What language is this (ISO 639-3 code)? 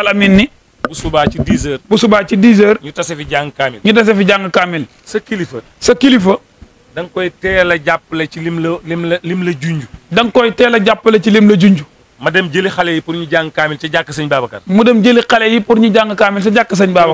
wol